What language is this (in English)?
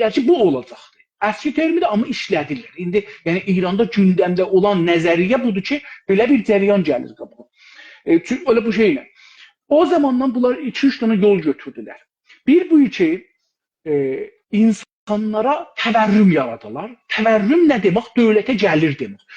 South Azerbaijani